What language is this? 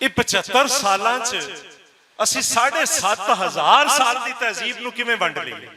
Western Panjabi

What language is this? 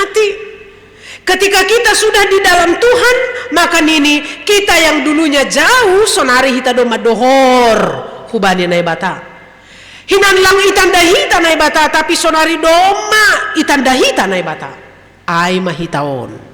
Batak Simalungun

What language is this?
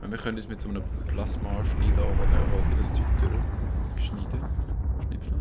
Swiss German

